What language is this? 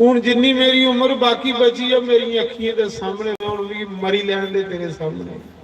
Dogri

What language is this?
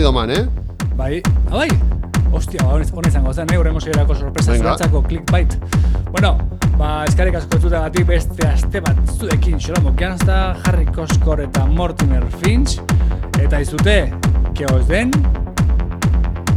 Basque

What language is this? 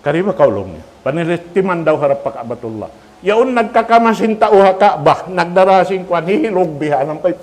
Tausug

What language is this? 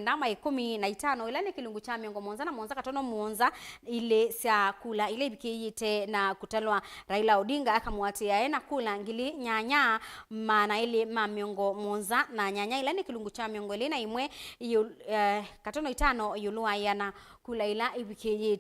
Kamba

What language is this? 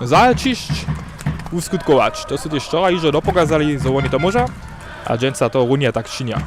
Upper Sorbian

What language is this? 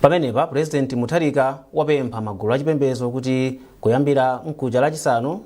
Nyanja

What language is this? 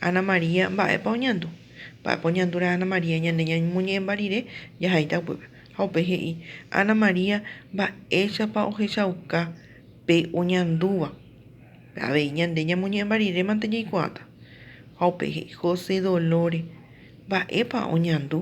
Guarani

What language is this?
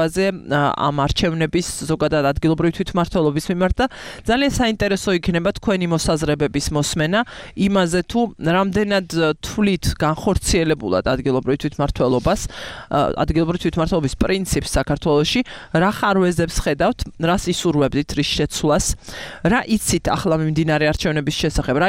Georgian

